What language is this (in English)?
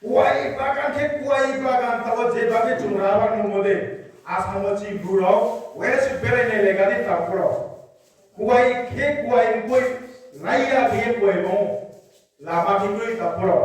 Riang (India)